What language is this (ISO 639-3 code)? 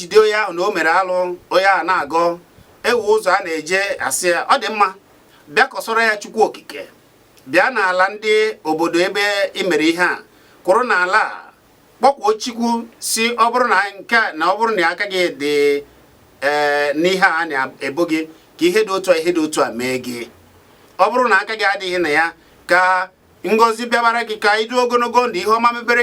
ibo